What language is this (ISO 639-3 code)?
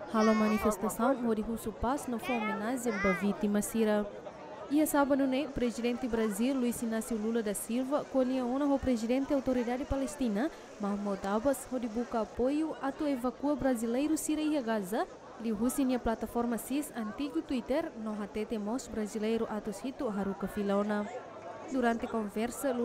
tet